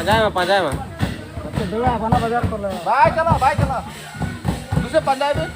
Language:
Santali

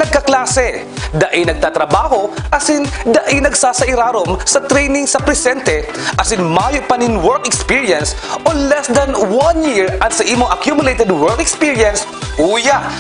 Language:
Bikol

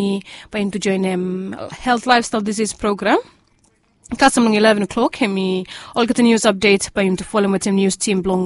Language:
Bislama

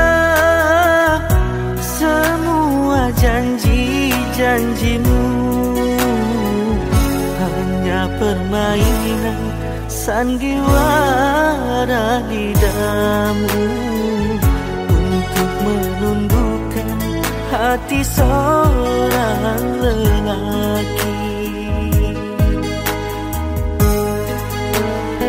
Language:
Indonesian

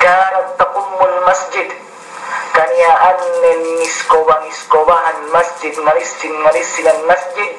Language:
Yakan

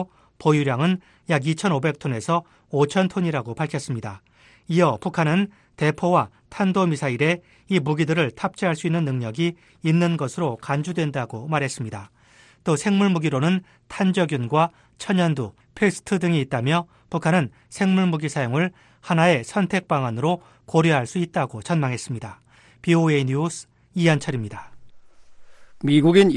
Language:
Korean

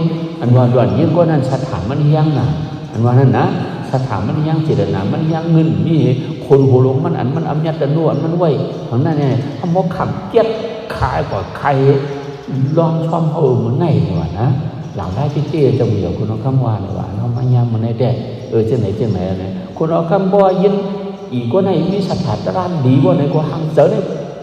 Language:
Shan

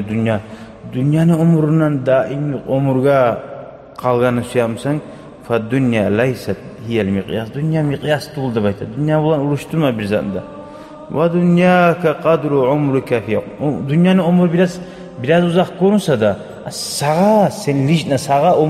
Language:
Kumyk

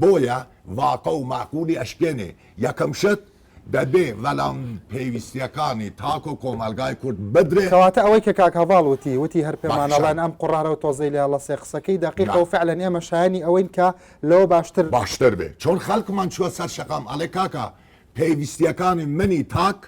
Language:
Central Kurdish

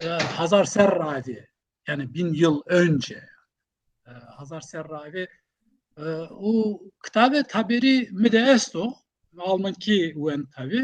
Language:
Zaza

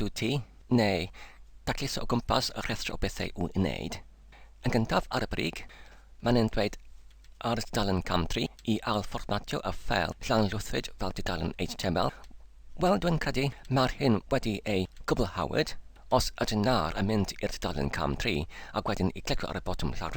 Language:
Welsh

